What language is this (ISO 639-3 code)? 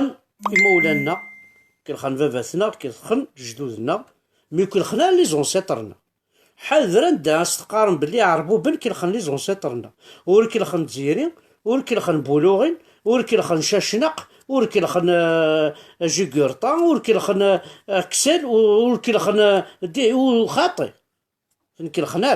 kab